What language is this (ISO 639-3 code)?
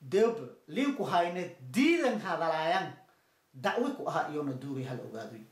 som